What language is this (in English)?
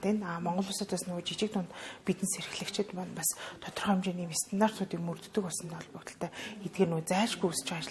Mongolian